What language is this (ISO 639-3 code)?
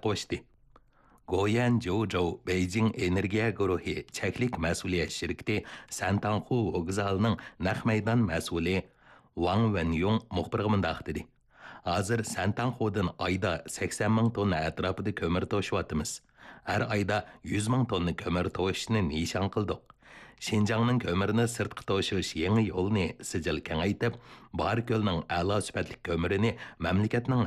uig